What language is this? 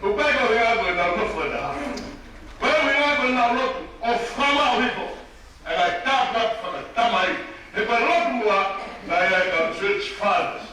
Tongan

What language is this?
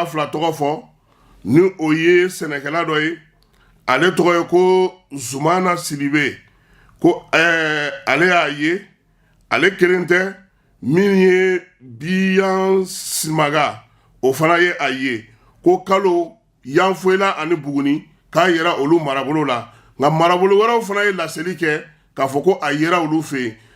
Bambara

